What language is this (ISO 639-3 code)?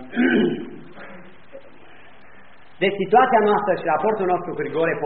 ron